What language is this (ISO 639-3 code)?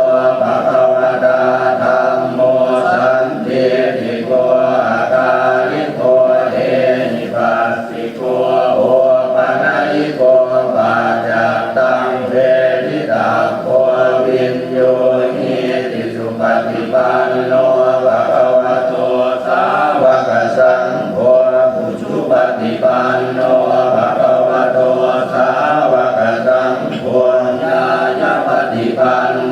pli